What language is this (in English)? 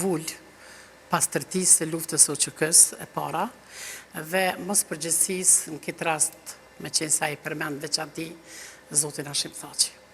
Albanian